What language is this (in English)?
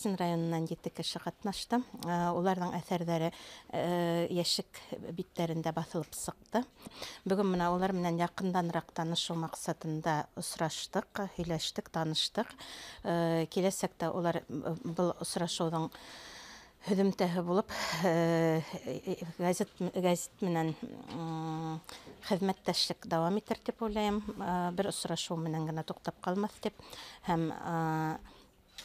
Bashkir